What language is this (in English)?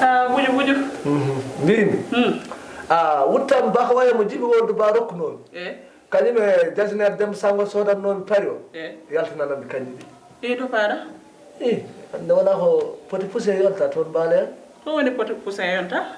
Fula